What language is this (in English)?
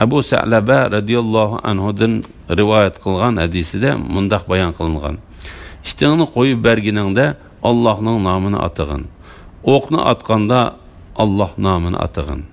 Uyghur